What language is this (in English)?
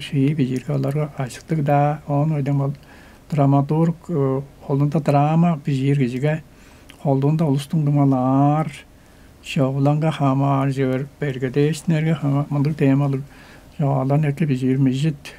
Tuvinian